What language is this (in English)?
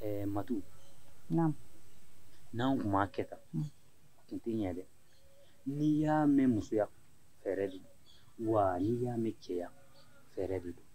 Bambara